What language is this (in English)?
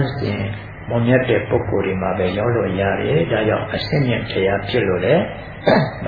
Burmese